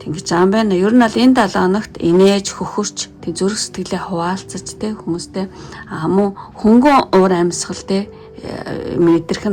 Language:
Mongolian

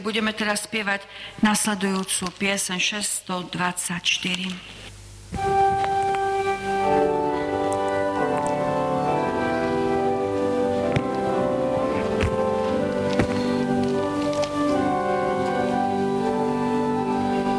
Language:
Slovak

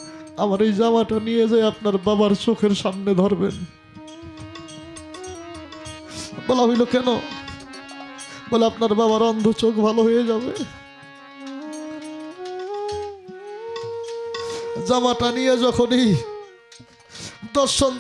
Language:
Bangla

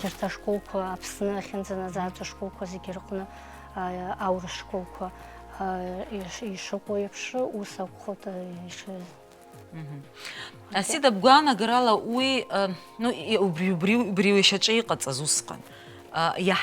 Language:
Abkhazian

